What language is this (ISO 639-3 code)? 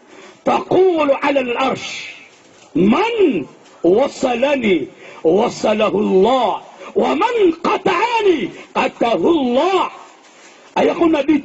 mrw